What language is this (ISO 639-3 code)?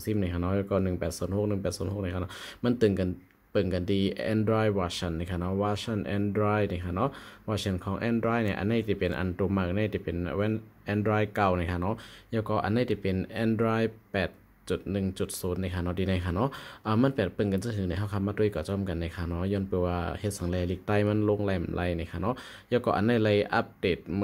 shn